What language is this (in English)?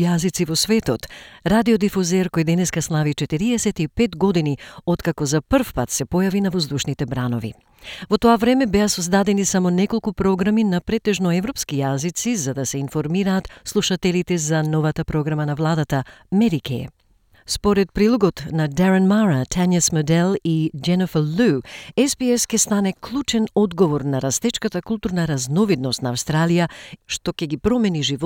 Macedonian